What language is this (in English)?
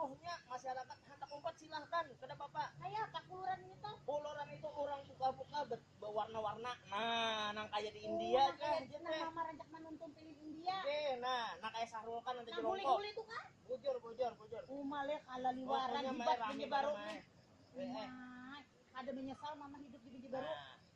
Banjar